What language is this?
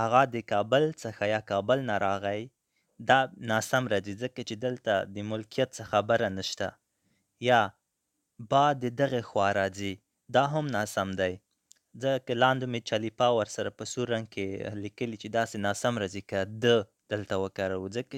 Pashto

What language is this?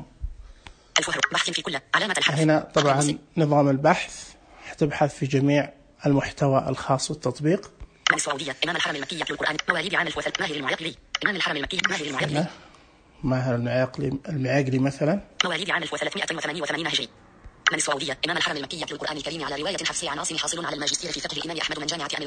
Najdi Arabic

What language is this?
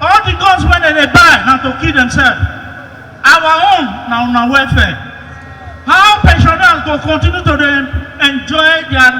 Nigerian Pidgin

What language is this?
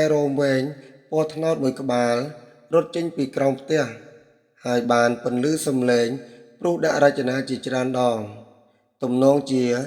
Khmer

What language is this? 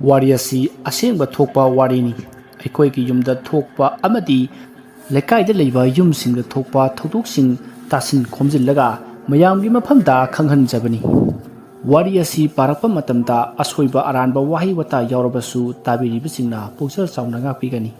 Manipuri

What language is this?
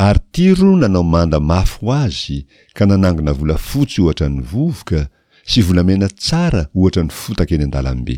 Malagasy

